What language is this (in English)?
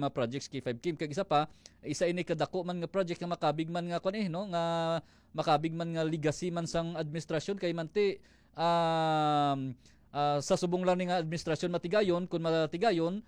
Hiligaynon